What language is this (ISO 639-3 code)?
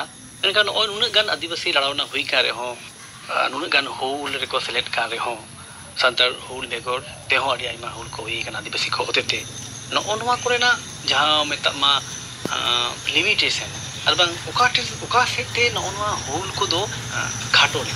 sat